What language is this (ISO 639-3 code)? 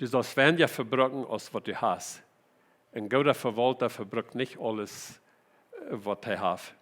pdt